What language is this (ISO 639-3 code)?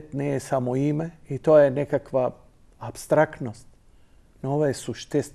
mkd